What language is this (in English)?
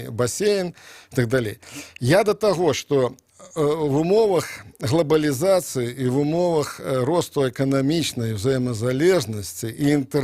Belarusian